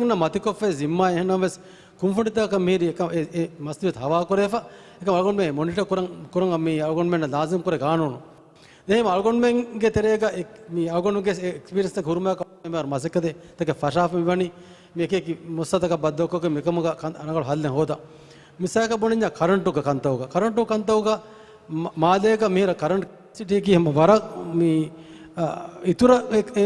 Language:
Divehi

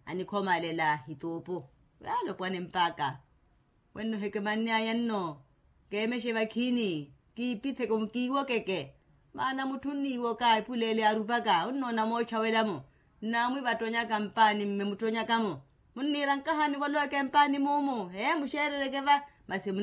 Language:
Makhuwa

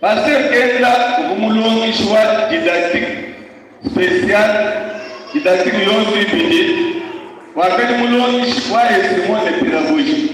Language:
Luba-Lulua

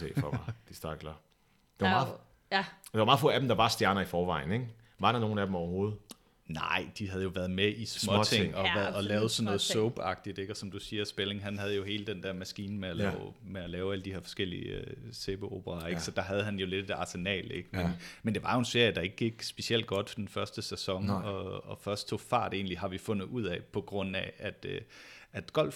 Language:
Danish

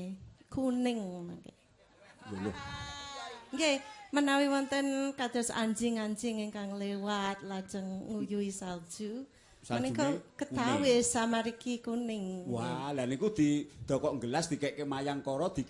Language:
Javanese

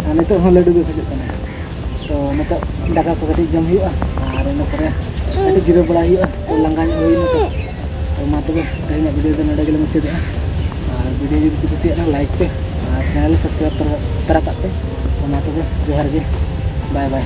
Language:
Santali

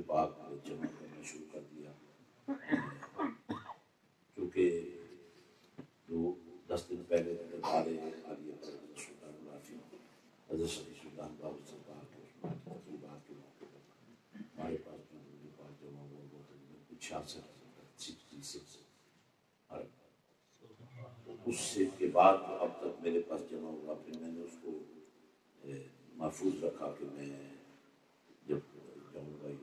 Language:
Urdu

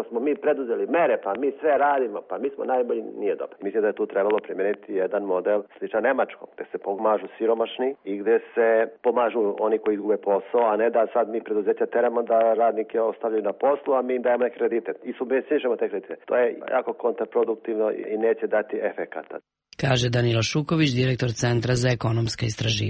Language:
Serbian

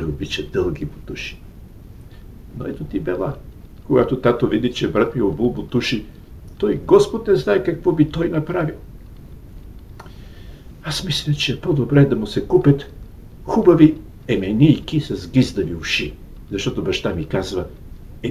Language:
Bulgarian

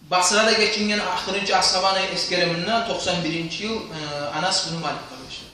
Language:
Kumyk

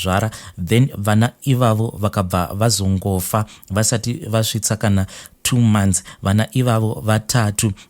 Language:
Shona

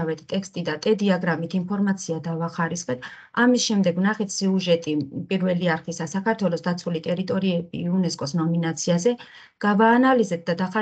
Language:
Georgian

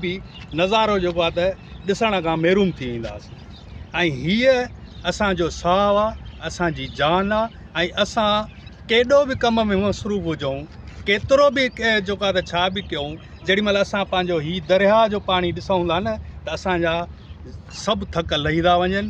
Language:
Sindhi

